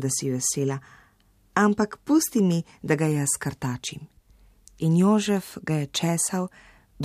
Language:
Slovenian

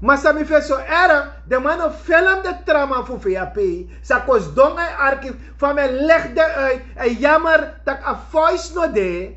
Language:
Sranan Tongo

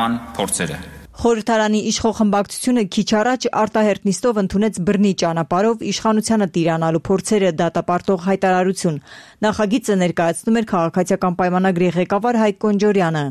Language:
Armenian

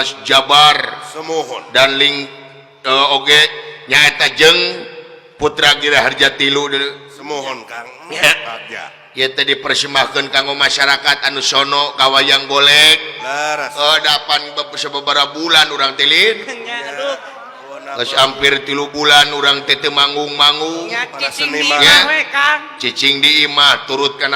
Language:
Sundanese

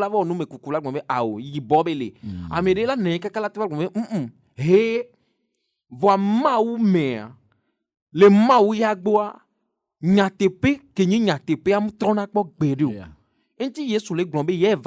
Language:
Ewe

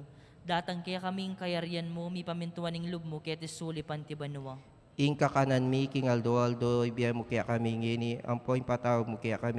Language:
Pampanga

